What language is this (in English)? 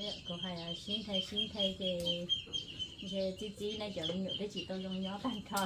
Hmong